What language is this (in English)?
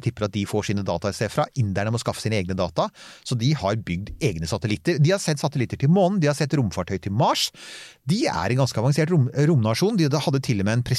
Norwegian